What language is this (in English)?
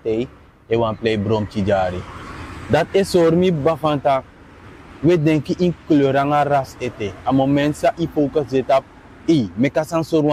Sranan Tongo